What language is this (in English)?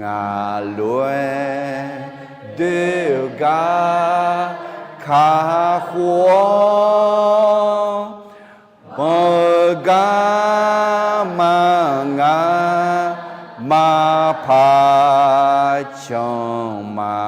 Akha